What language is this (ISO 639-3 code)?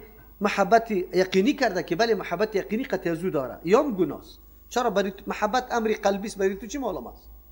fas